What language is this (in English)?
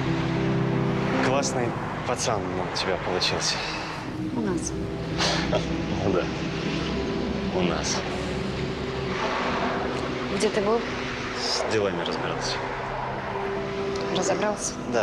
Russian